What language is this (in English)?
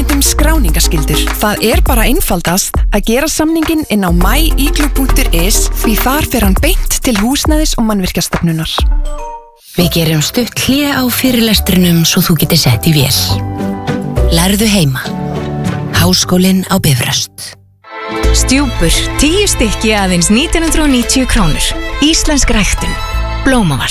Icelandic